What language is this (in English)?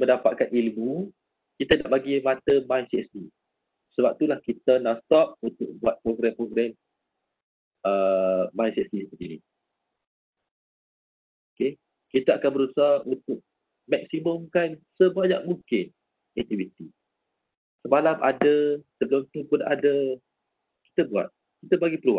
Malay